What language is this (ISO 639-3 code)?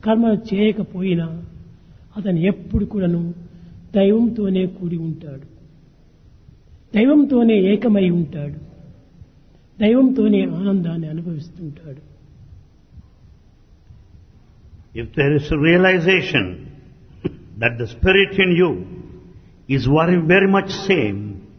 tel